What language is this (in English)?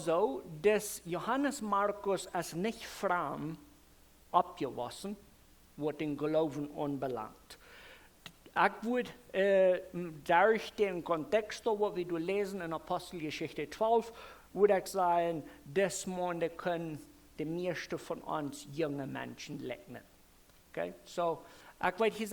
Plautdietsch